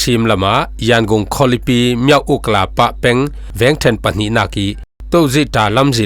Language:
Falam Chin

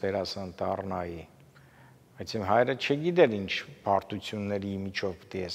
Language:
Armenian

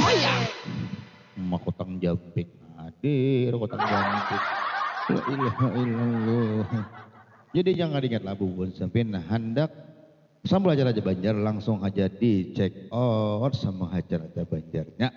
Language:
Banjar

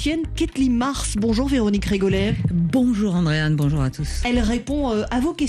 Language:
French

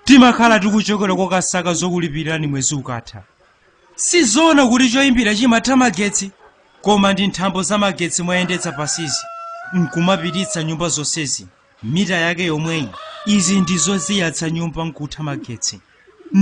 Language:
Nyanja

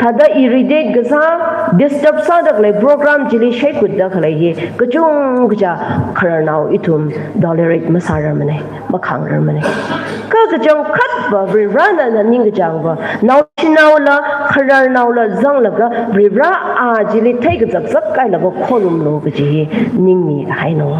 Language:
Tangkhul Naga (India)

